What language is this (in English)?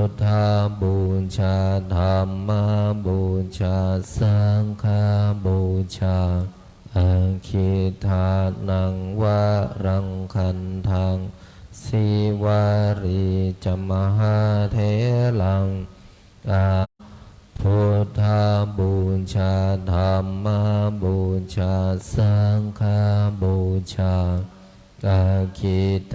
Pali